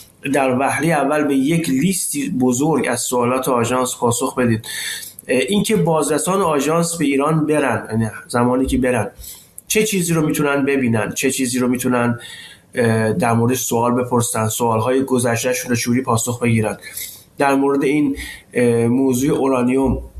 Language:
Persian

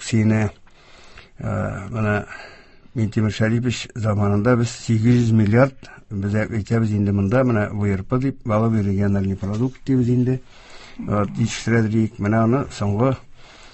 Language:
Tatar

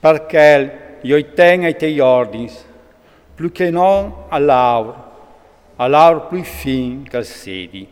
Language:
Friulian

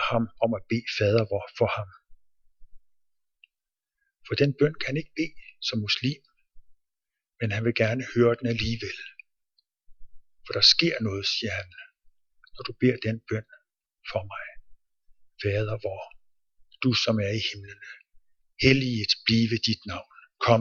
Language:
Danish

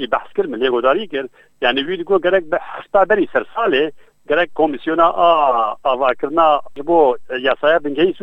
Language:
Kurdish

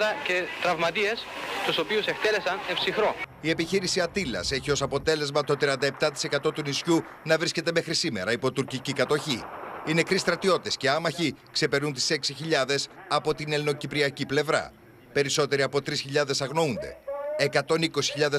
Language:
Greek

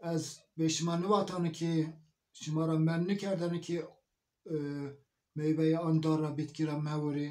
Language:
Zaza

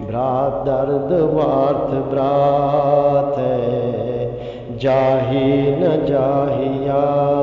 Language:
Eastern Balochi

